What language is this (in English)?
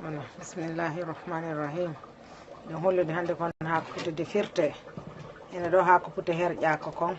Fula